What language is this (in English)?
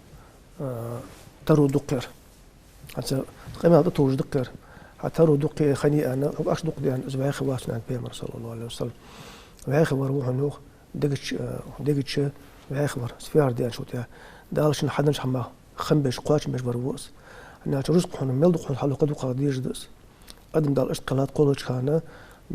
Ingush